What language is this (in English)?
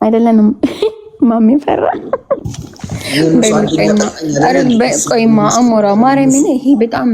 Amharic